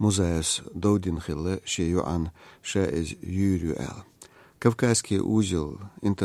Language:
Chechen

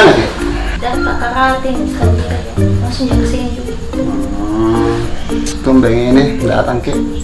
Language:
Makassar Malay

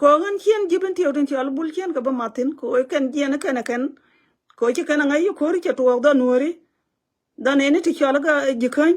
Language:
Nuer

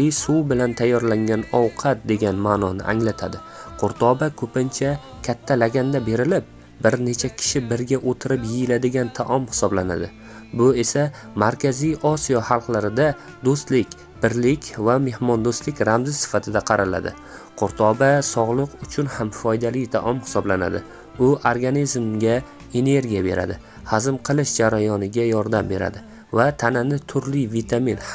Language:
Uzbek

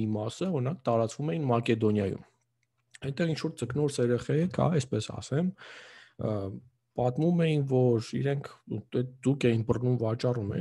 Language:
Armenian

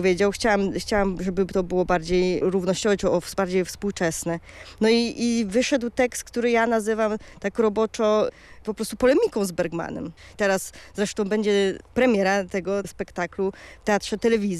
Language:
Polish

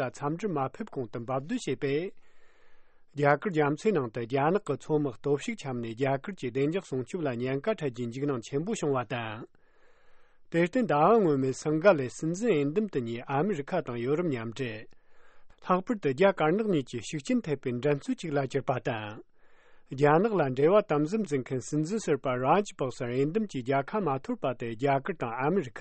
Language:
Tibetan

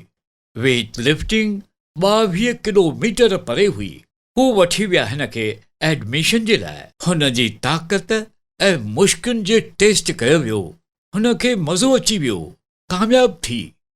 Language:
Sindhi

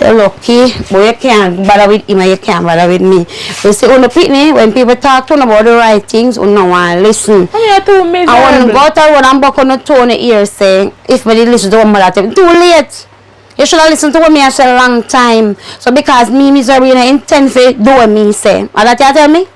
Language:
Jamaican Creole English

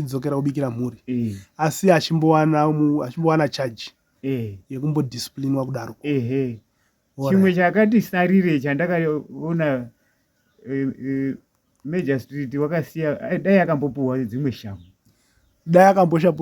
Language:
Shona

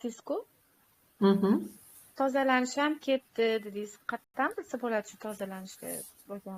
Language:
Uzbek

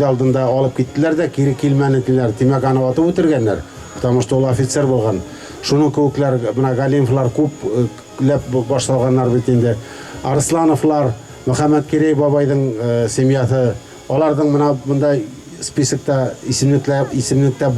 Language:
Bashkir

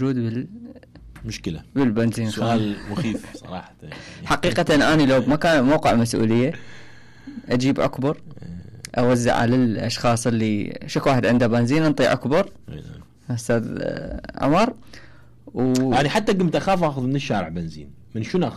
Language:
Mesopotamian Arabic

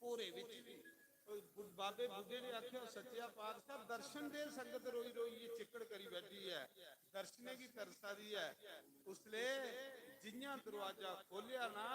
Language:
Dogri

